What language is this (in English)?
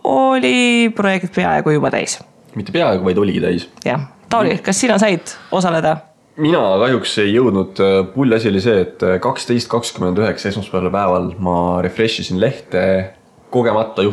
Estonian